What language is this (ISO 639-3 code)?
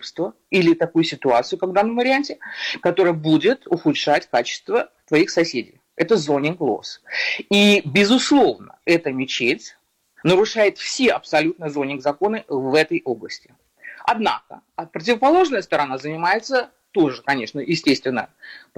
rus